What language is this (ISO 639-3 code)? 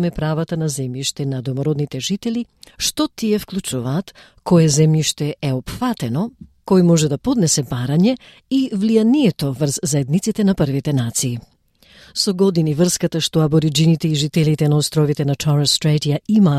mkd